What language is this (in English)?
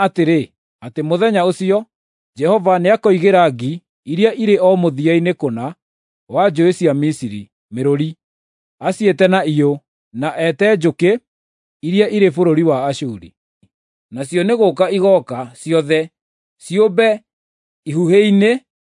Kikuyu